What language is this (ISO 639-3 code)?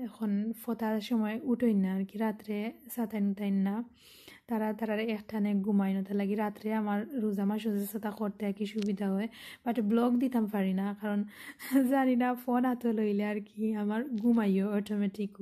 syl